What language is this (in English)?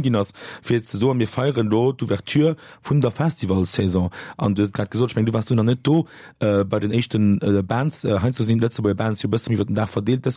Luxembourgish